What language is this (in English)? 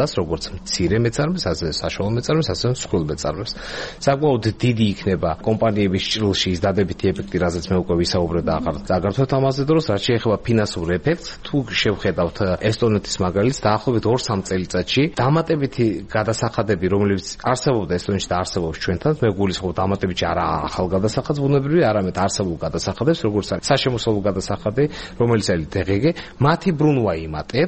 Georgian